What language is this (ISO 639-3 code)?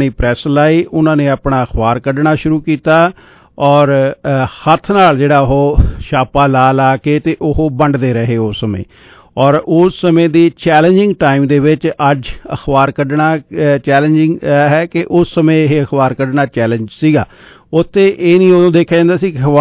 pan